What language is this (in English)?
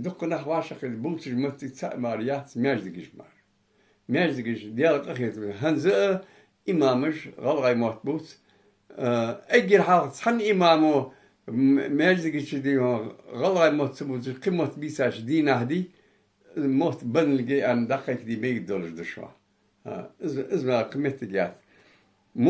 Ingush